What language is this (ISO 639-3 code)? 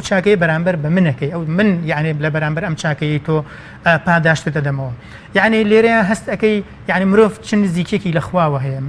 ckb